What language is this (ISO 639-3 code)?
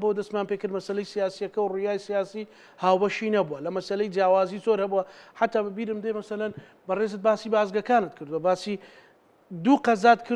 ckb